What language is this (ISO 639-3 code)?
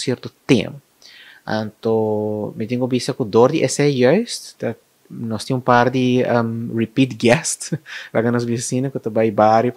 pap